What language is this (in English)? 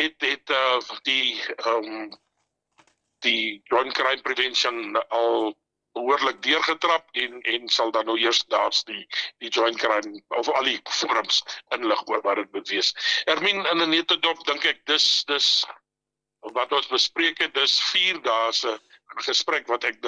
Afrikaans